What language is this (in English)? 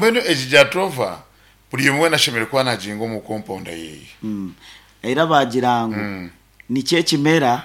Nyankole